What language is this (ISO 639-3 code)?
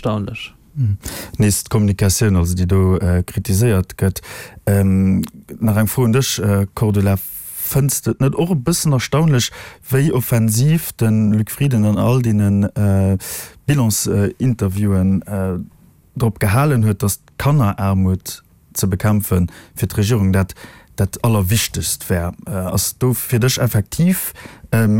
ltz